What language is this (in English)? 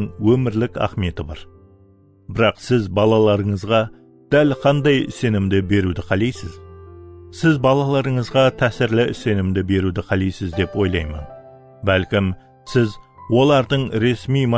Kara-Kalpak